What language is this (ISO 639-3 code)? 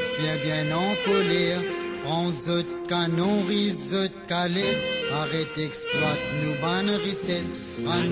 mfe